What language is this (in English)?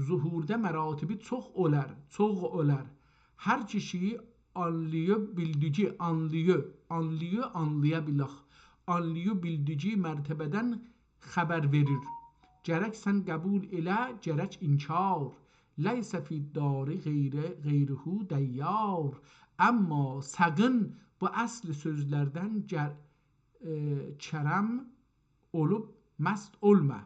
South Azerbaijani